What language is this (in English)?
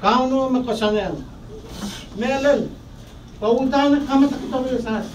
Pohnpeian